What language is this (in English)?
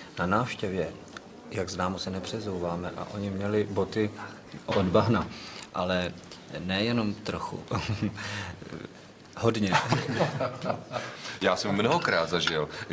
Czech